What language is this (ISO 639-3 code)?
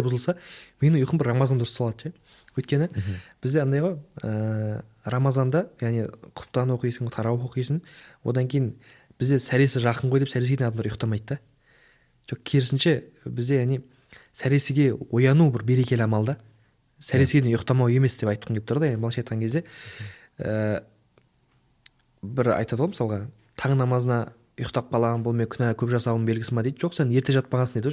kaz